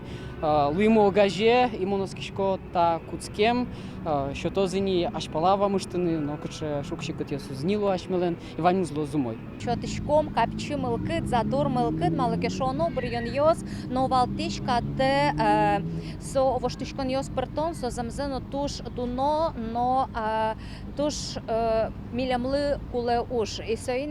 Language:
Udmurt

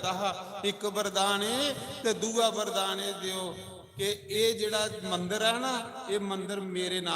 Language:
Dogri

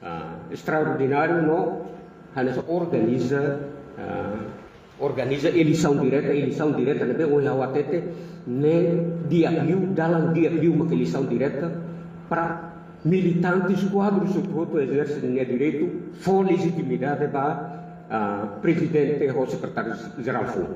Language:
Tetum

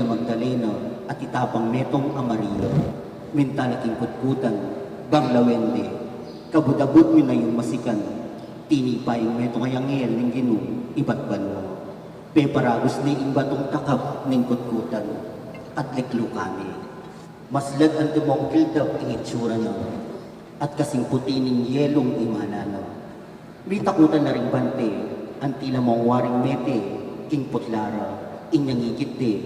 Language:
Pampanga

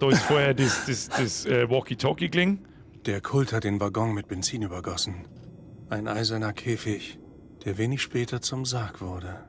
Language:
Bavarian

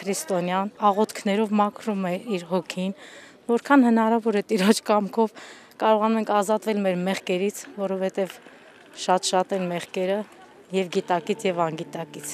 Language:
Armenian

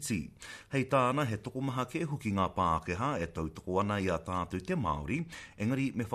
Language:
Māori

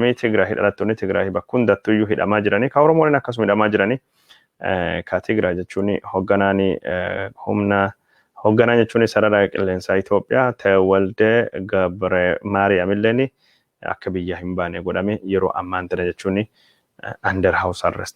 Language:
Oromo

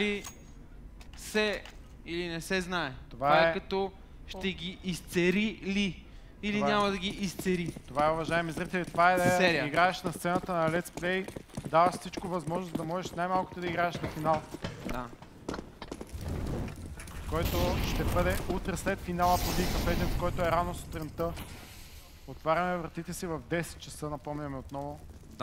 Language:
Bulgarian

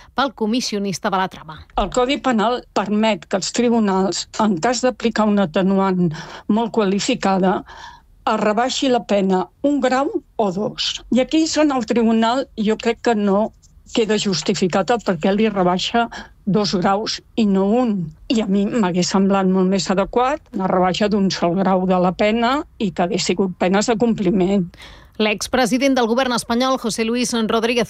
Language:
Catalan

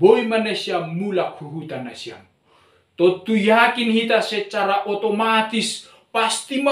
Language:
Batak Simalungun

